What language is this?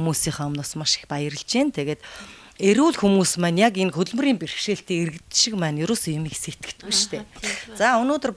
Mongolian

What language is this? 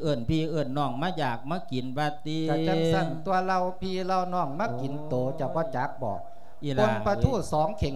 Lao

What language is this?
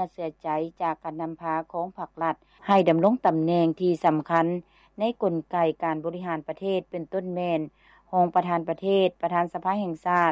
Lao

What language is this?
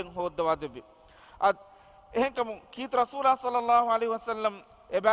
Divehi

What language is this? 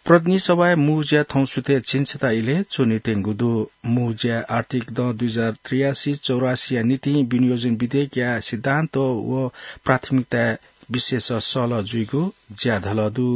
Newari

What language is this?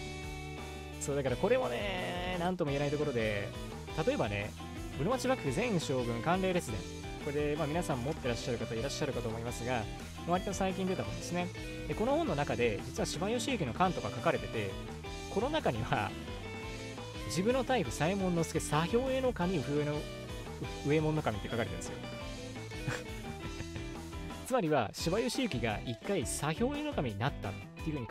Japanese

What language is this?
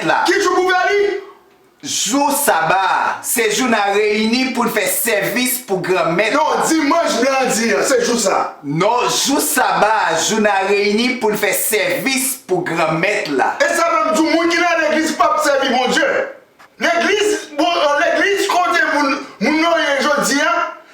Haitian Creole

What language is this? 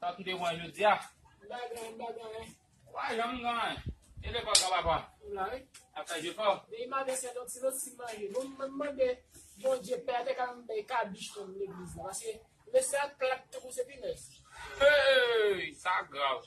Haitian Creole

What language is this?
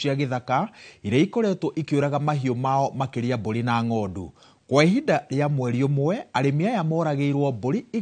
Kikuyu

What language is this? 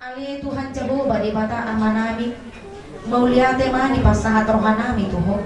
Batak Toba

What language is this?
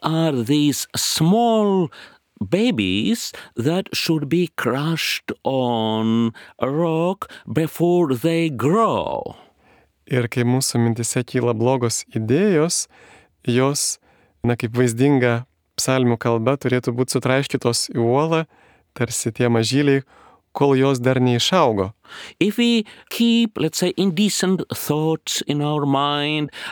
Lithuanian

